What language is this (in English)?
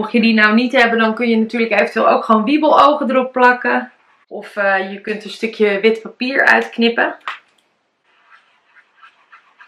Dutch